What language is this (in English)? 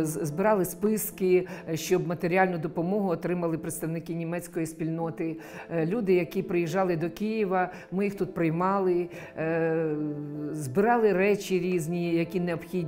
Ukrainian